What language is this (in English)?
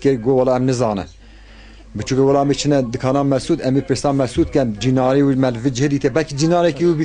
Kurdish